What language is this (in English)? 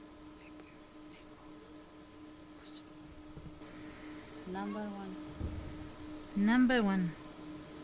Urdu